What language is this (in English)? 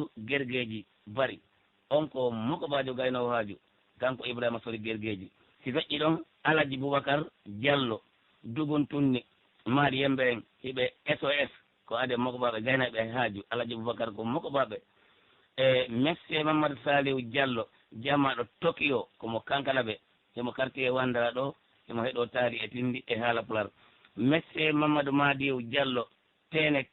Pular